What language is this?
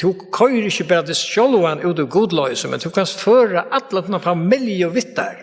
Faroese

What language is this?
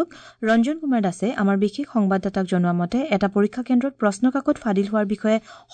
Assamese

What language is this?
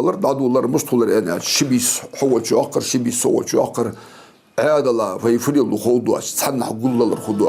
Ingush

